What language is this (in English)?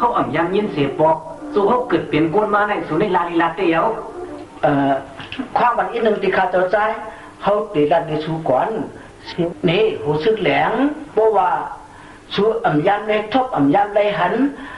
Shan